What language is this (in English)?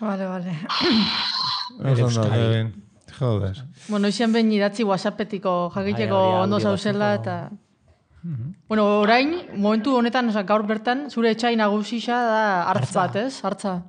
Basque